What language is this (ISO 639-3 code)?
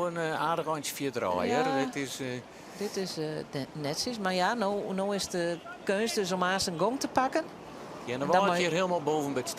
fry